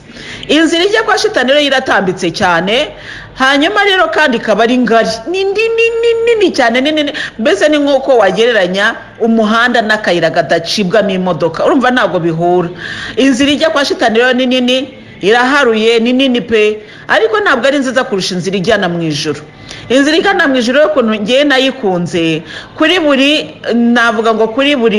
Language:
Kinyarwanda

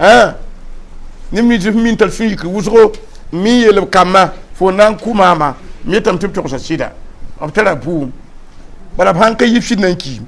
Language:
Mossi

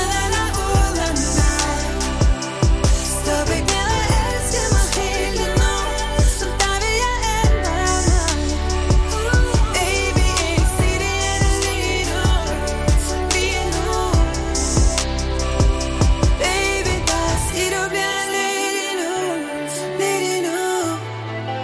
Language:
Danish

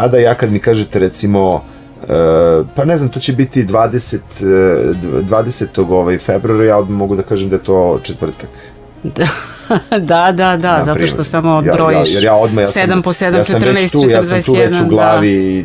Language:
Serbian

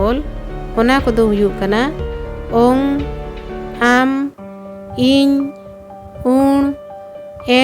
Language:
Santali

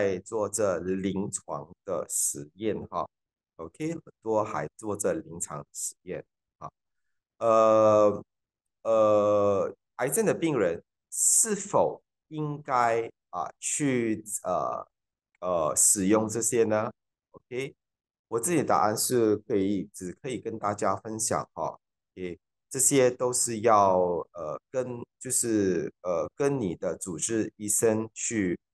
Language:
Chinese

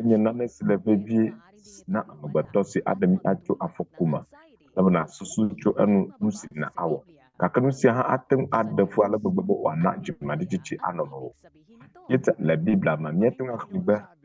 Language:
Ewe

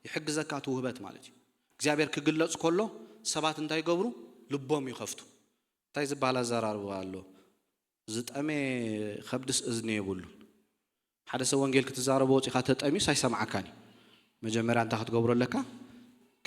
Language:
Tigrinya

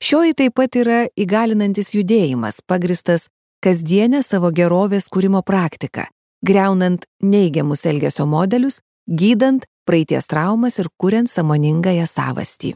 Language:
Lithuanian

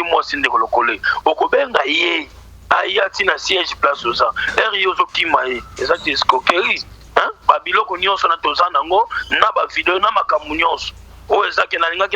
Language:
Lingala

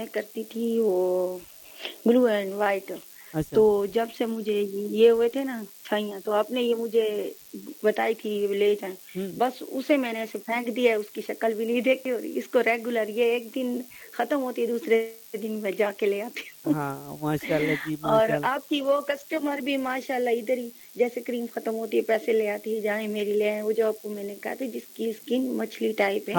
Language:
Urdu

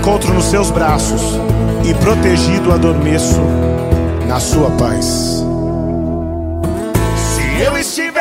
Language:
Portuguese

